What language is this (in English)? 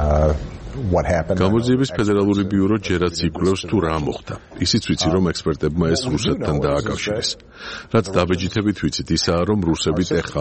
Georgian